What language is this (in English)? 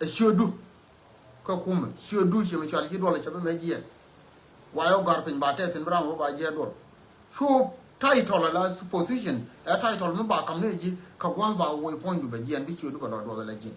Nuer